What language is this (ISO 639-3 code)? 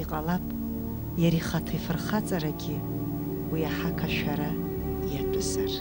abk